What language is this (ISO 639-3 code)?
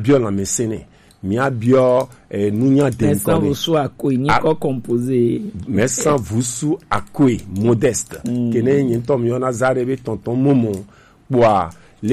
gej